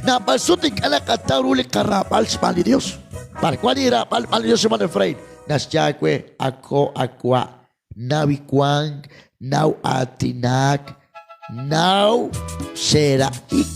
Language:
Kekchí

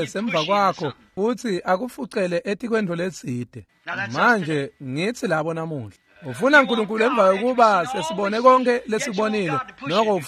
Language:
Swati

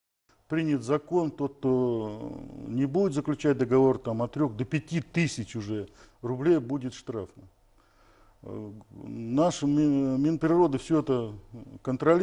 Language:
Russian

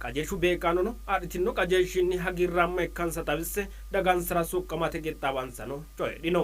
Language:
Sidamo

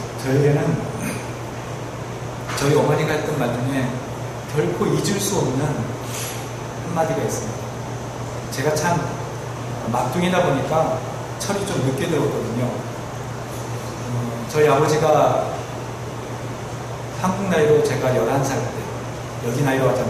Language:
Korean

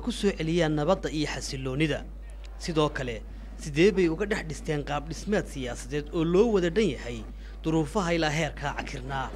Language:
Somali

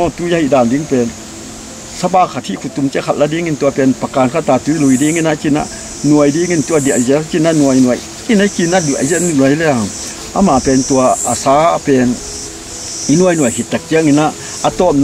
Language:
Tedim Chin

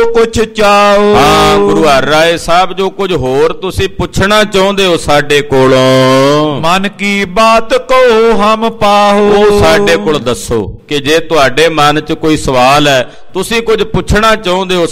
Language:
Punjabi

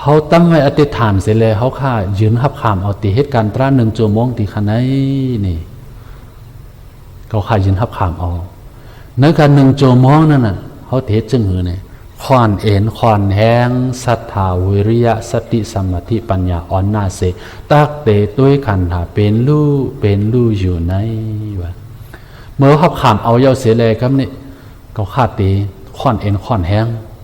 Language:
Shan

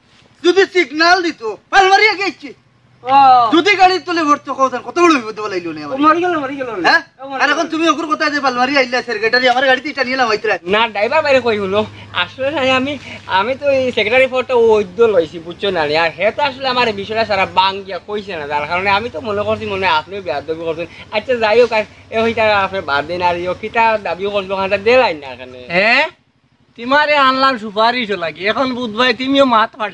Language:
Sylheti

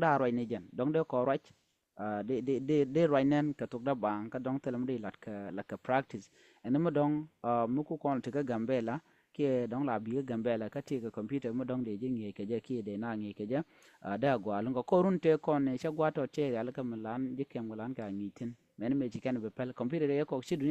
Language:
Nuer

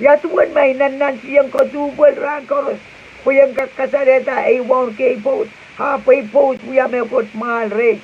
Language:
Pohnpeian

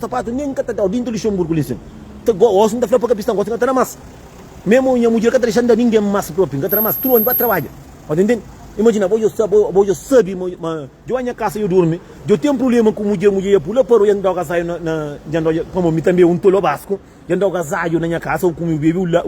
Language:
Kabuverdianu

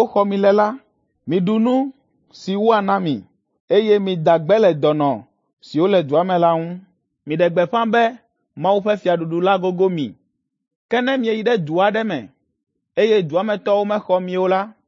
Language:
Ewe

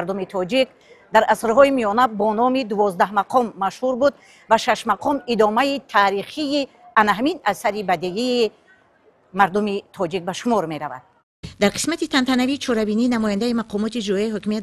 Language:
Tajik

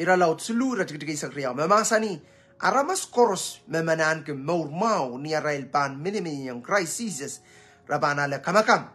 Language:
Pohnpeian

